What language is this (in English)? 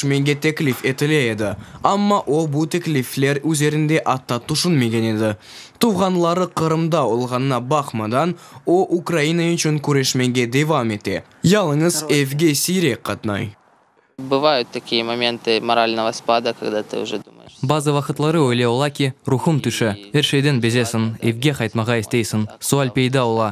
Crimean Tatar